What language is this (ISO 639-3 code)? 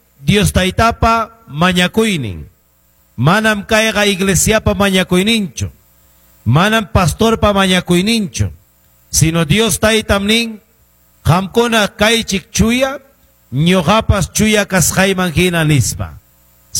que